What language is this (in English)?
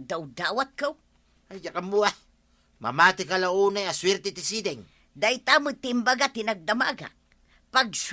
Iloko